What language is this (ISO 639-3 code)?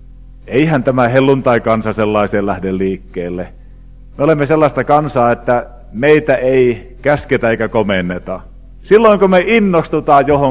fin